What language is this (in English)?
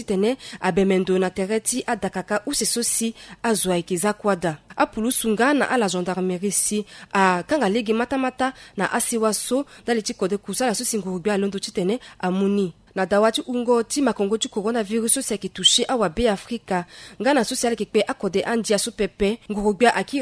Sango